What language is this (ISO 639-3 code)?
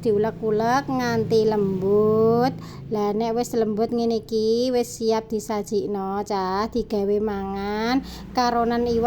jav